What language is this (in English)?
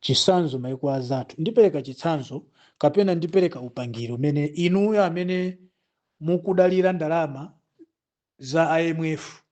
Nyanja